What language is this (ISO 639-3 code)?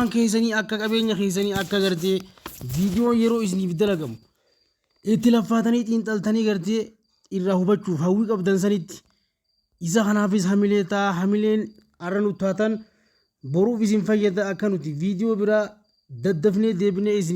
orm